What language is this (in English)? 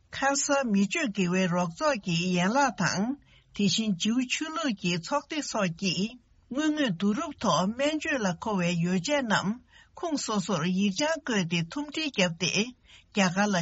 Tibetan